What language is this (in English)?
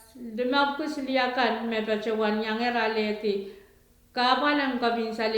Pohnpeian